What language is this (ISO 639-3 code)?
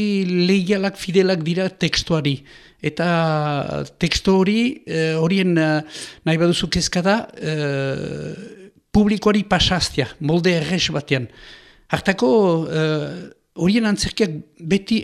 eus